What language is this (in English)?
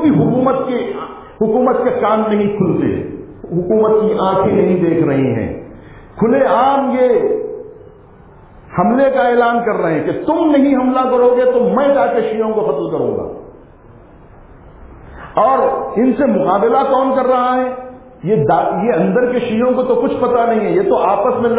Urdu